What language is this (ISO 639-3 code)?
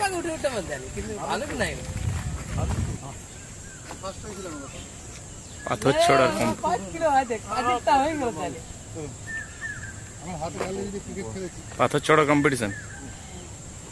ben